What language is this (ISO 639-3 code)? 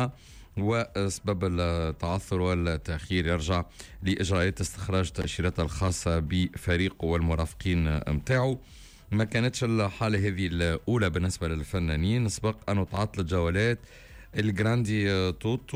aeb